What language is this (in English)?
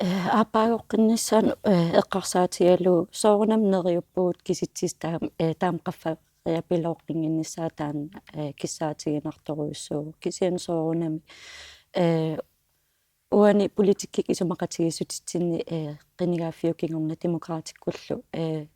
Kalaallisut